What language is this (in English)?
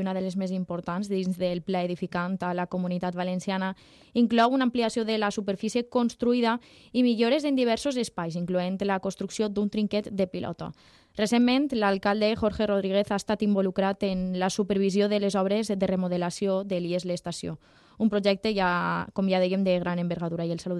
Catalan